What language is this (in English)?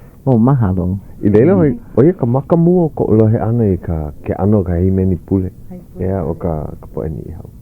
Hawaiian